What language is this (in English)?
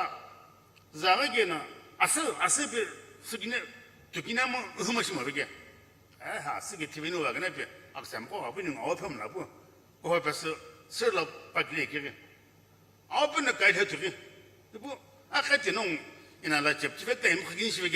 Sumi Naga